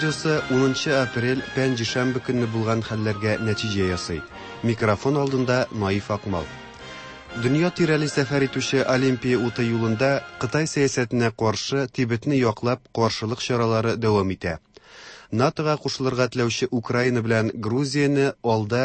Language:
Tatar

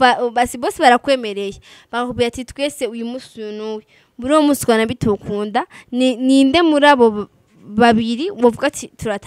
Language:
Rundi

